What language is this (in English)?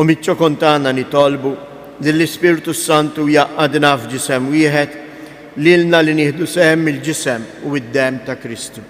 Maltese